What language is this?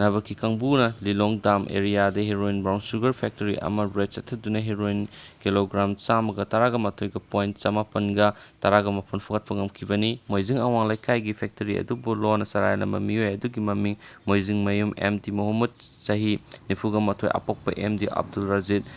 Manipuri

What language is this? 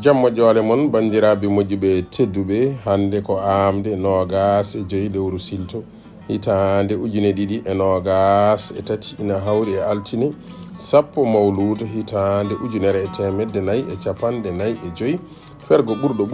Fula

